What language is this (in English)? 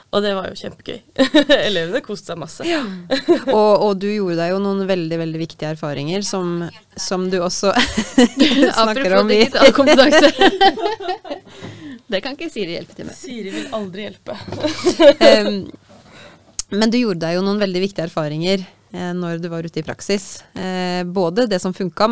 Norwegian